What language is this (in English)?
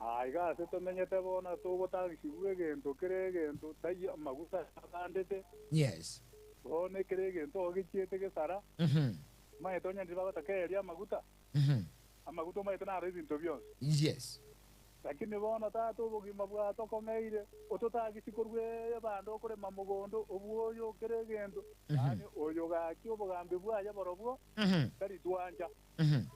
Gusii